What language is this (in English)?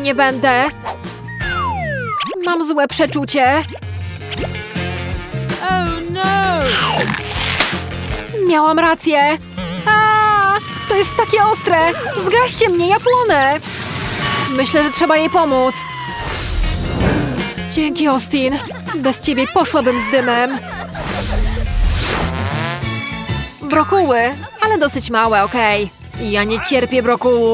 Polish